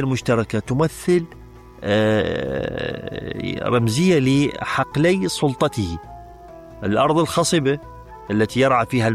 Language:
Mesopotamian Arabic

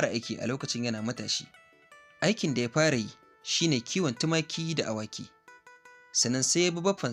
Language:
Hausa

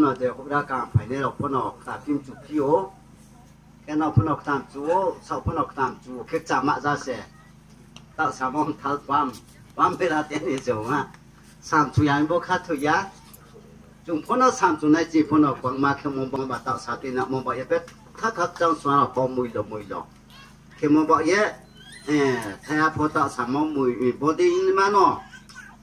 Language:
Riang (India)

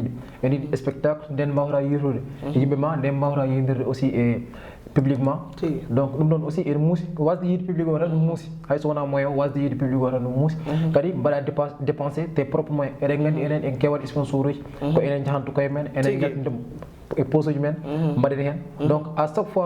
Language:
Fula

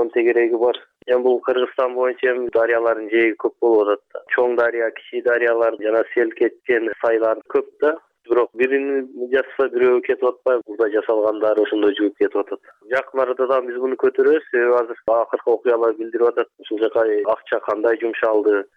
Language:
Kyrgyz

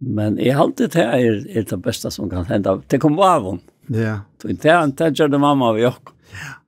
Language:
Faroese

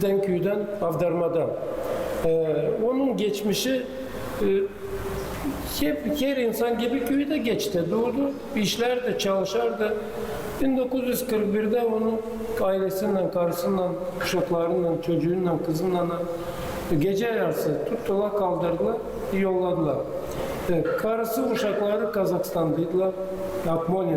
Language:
Gagauz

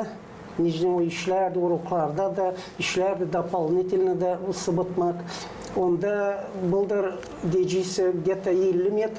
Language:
Gagauz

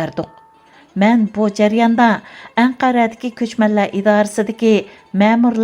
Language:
Uyghur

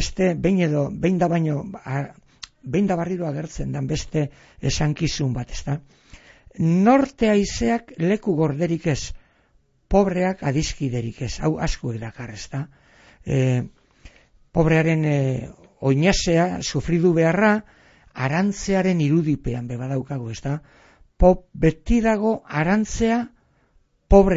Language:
Basque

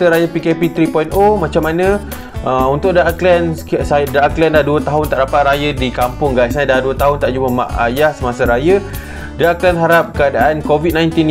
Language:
Malay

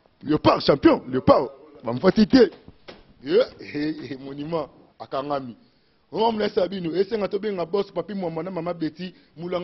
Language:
Lingala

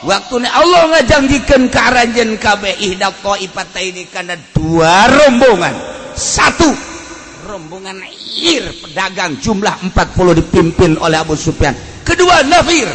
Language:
Sundanese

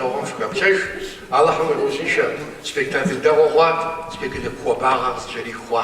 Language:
Kabardian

